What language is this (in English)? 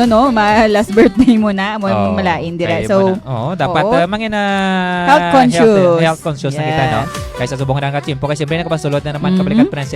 Hiligaynon